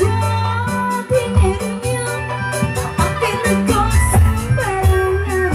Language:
Betawi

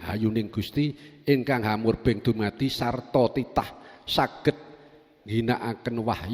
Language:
Javanese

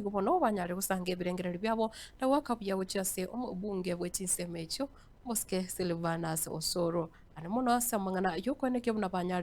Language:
Gusii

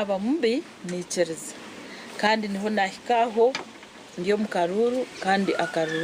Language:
Nyankole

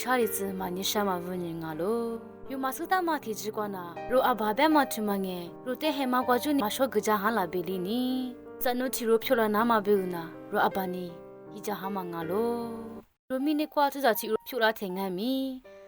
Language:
Lisu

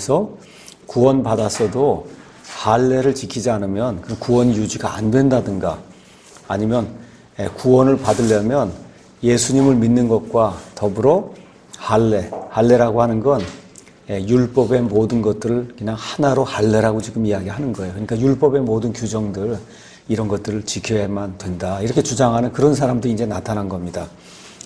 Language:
Korean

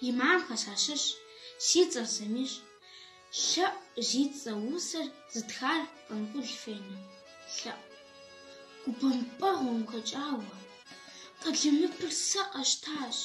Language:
Kabardian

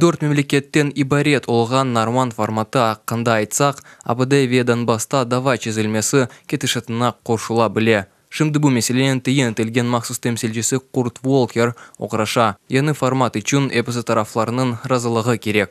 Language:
Crimean Tatar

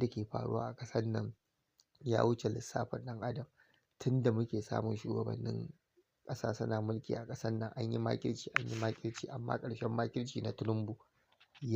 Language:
Hausa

